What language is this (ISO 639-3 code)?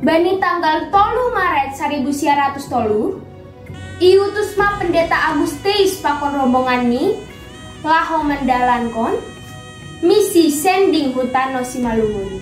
bts